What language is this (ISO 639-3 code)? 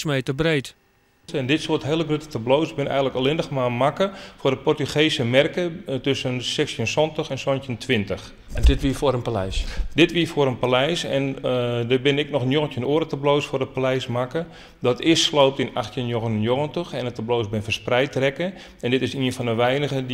fry